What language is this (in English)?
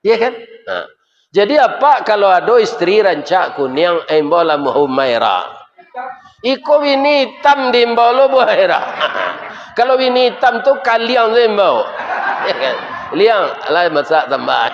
Minangkabau